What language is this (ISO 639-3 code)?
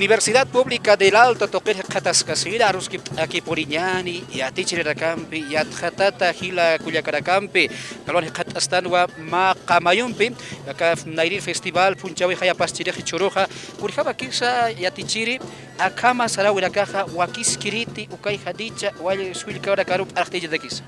aym